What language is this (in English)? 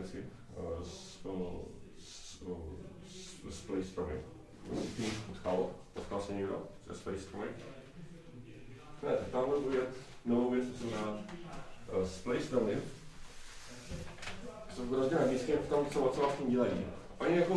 Czech